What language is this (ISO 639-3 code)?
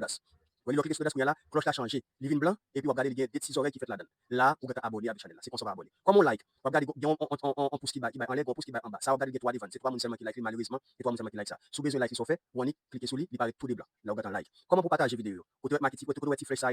hat